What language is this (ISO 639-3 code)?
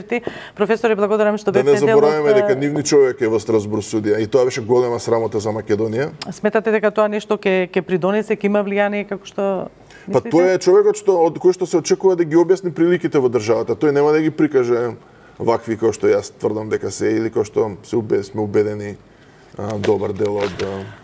mkd